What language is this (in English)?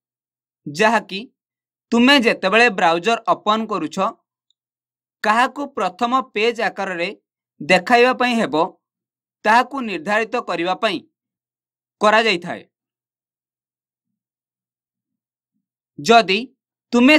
Odia